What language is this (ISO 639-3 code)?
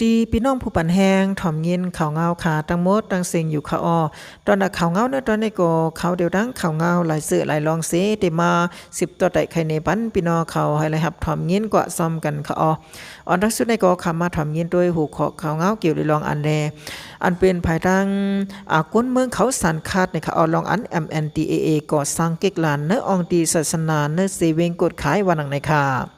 shn